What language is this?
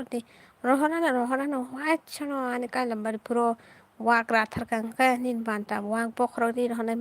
Kok Borok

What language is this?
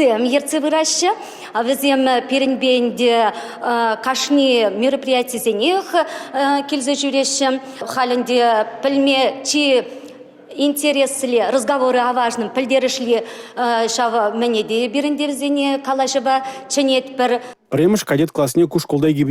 Chuvash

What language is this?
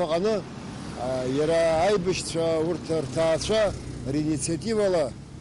Abkhazian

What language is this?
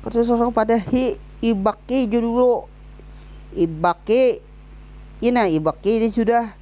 Banjar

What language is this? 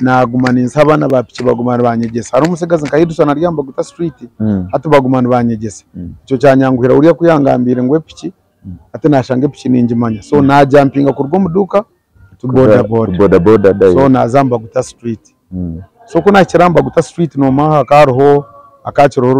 Nyankole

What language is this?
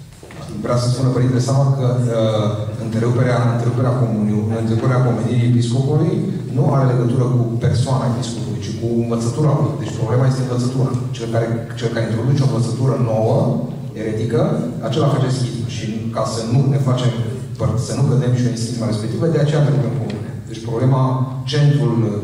Romanian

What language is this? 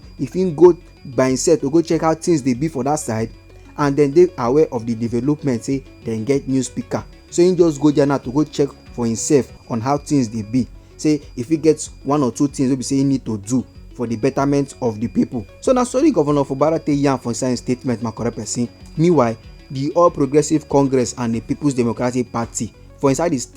Nigerian Pidgin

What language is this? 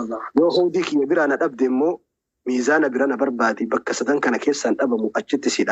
Oromo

